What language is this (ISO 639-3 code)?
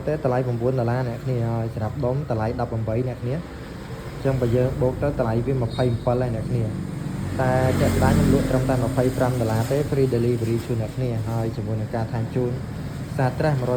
khm